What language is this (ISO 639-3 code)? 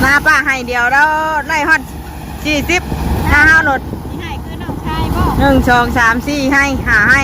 tts